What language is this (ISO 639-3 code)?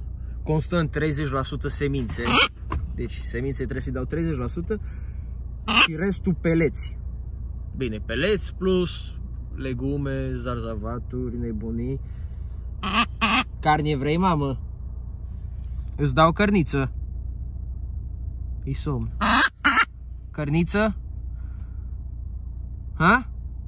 ron